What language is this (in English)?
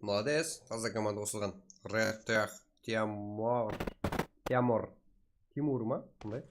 Kara-Kalpak